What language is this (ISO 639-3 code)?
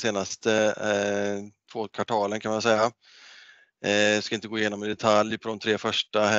swe